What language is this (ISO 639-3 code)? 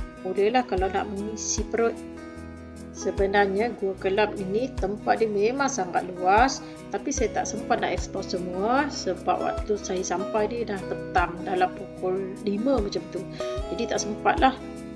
msa